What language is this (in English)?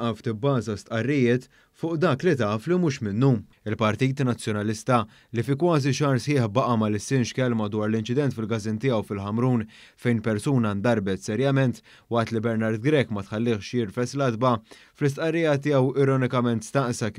Maltese